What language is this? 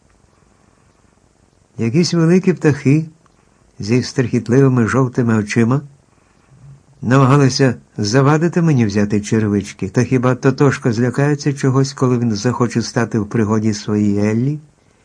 Ukrainian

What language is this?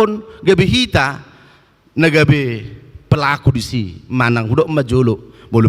Batak Toba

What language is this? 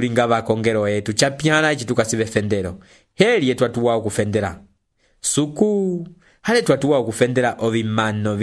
Umbundu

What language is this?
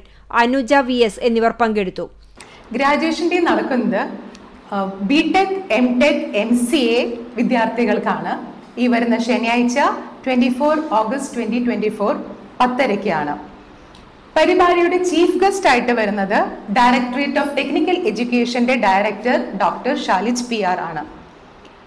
Malayalam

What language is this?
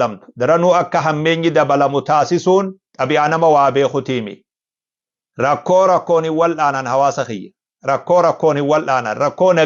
Oromo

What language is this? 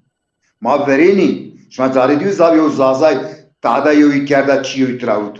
Zaza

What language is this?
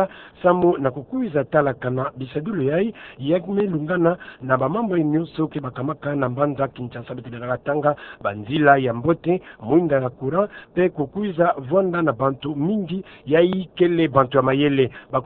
Kituba (Democratic Republic of Congo)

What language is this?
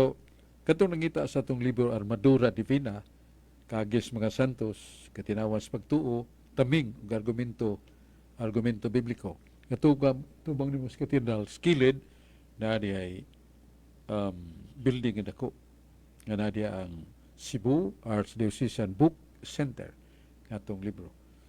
Cebuano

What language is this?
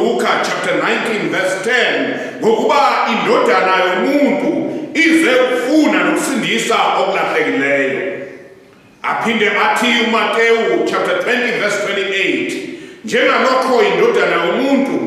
Zulu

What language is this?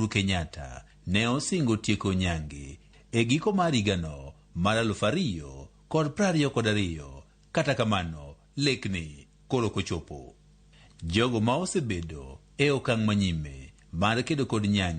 Luo (Kenya and Tanzania)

